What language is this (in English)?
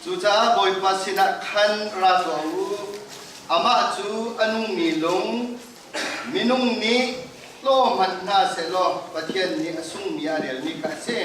Hakha Chin